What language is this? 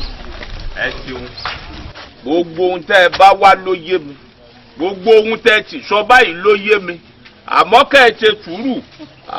Yoruba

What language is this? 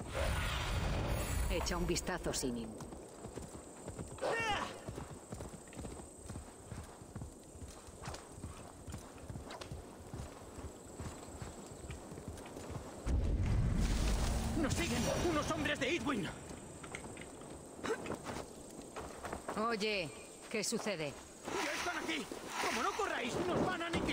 Spanish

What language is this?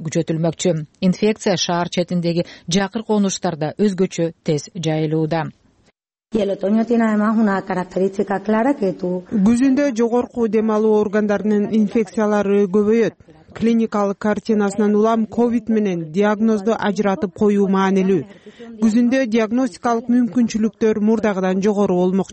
Kyrgyz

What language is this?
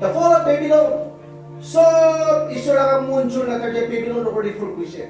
Naga Pidgin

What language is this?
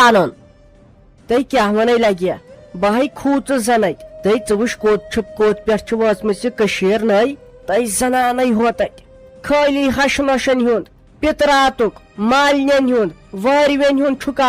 Kashmiri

